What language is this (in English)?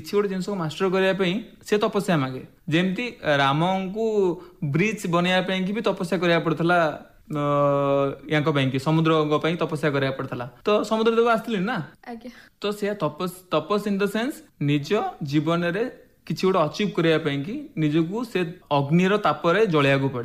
Odia